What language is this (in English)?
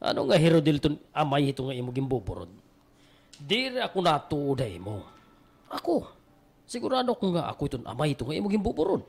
Waray